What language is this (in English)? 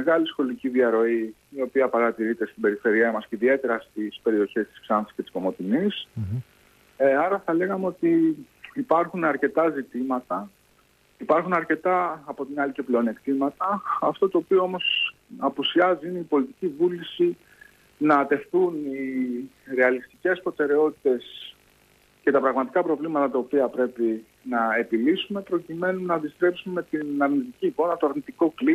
Greek